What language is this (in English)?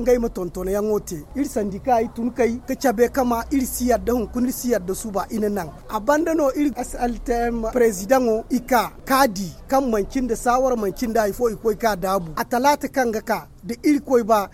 Zarma